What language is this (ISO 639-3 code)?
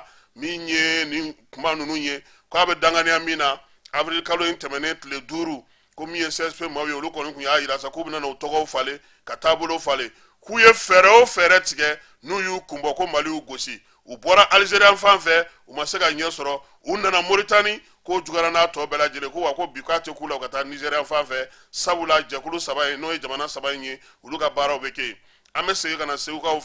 bam